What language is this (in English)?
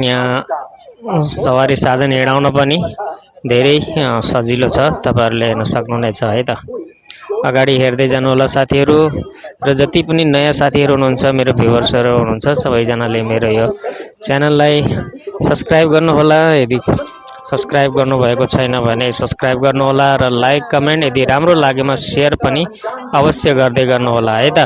Nepali